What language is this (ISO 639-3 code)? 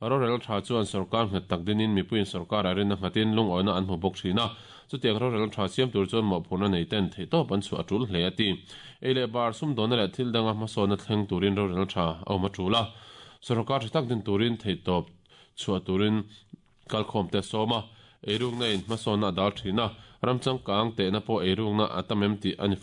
lus